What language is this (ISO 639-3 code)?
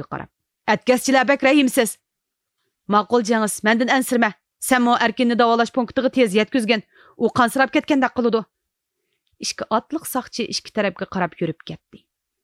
uig